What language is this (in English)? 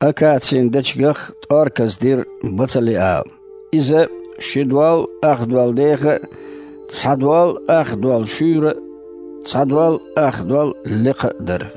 Chechen